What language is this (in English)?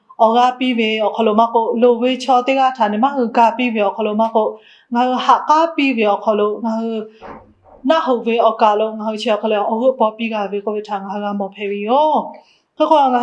Lahu